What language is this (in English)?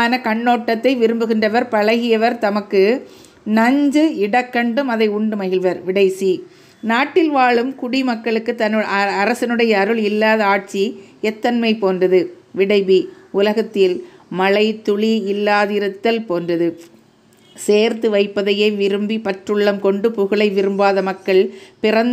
Tamil